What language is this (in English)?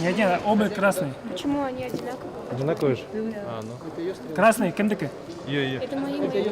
Bashkir